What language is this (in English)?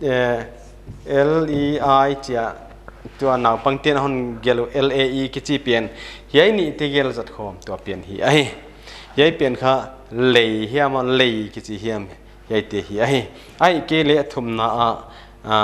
Paite Chin